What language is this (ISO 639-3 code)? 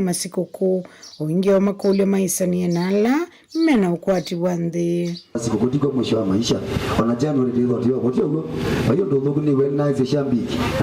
kam